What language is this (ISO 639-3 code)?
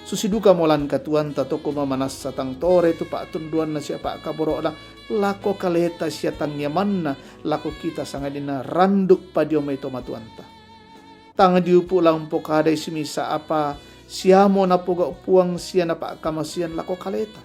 sda